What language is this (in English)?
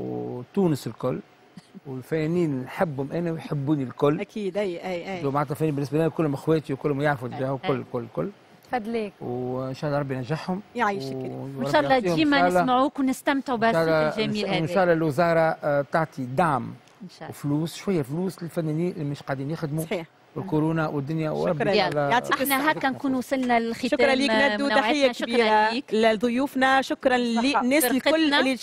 Tunisian Arabic